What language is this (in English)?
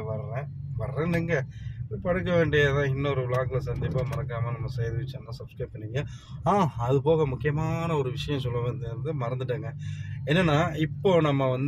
Tamil